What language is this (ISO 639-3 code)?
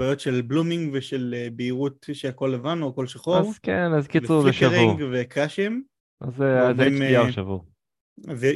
heb